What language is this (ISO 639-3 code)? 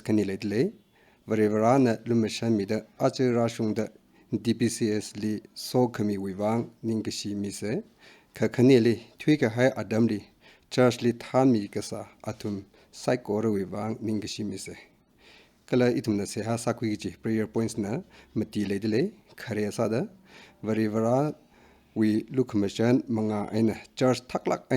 nmf